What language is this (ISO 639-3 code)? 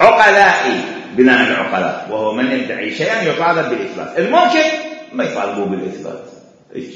acm